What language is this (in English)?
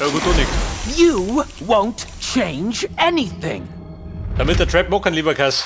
Bavarian